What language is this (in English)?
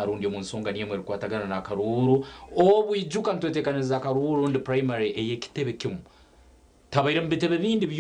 Nyankole